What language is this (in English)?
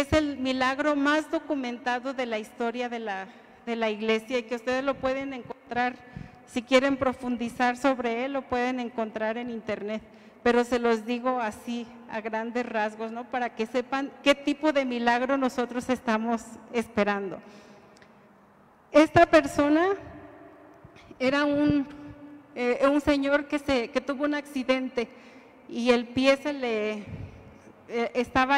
Spanish